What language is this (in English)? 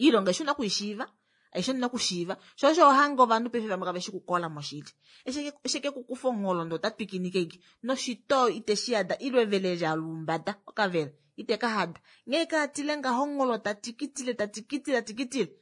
Kuanyama